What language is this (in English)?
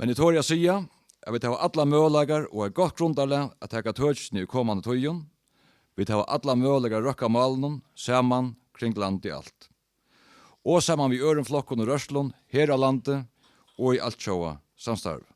Faroese